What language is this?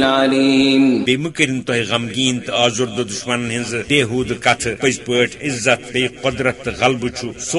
Kashmiri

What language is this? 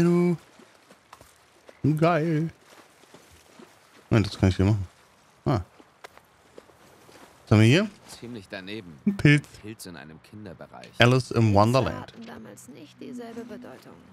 German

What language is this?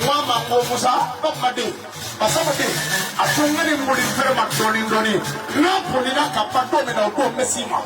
Bambara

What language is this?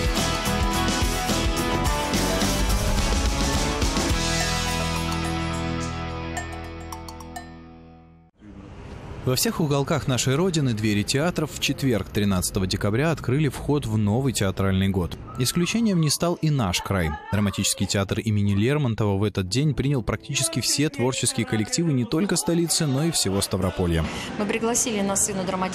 Russian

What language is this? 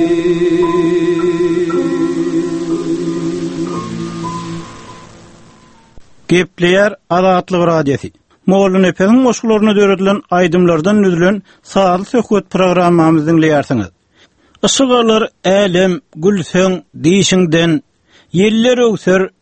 Turkmen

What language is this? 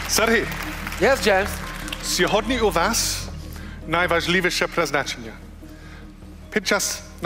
Ukrainian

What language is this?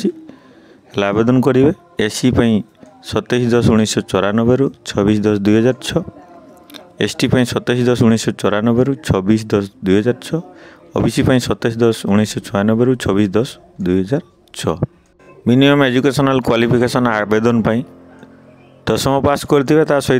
Odia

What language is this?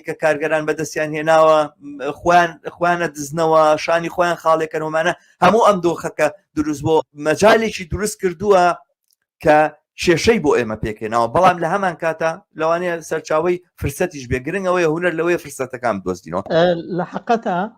Central Kurdish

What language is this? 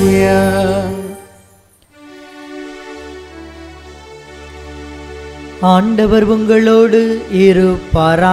Tamil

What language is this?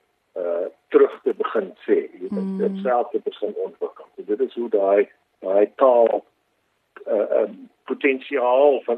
Afrikaans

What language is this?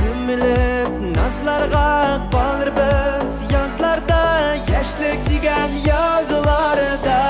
Bashkir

